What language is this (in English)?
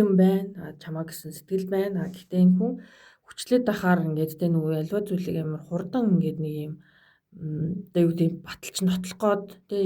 Mongolian